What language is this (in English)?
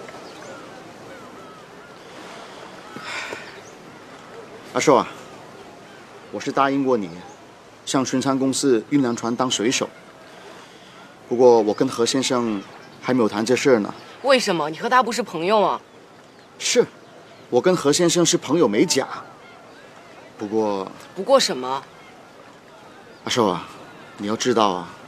Chinese